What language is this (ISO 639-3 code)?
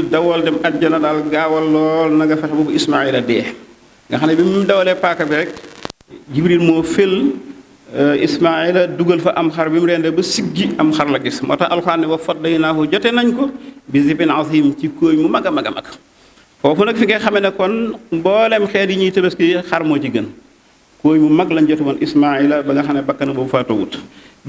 wol